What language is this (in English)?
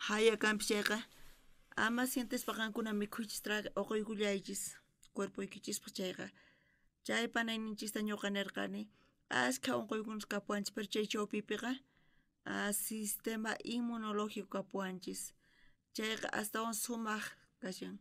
South Bolivian Quechua